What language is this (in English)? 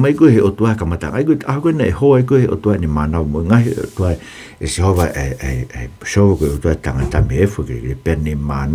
Tongan